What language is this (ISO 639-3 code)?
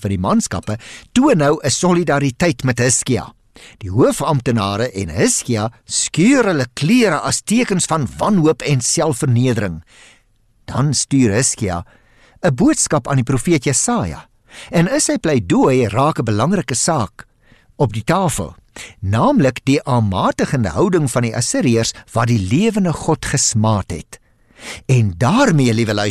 afr